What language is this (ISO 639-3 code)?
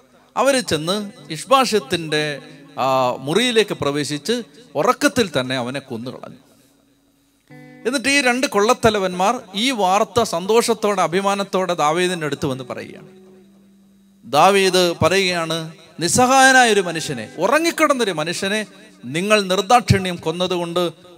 mal